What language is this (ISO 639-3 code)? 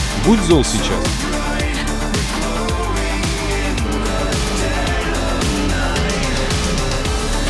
rus